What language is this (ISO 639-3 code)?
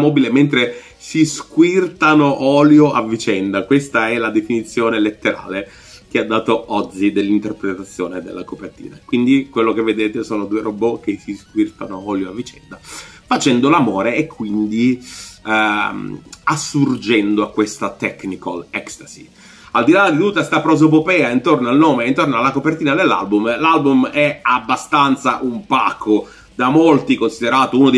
ita